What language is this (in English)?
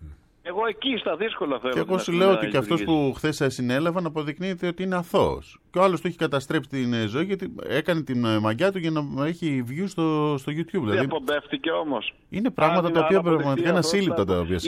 Greek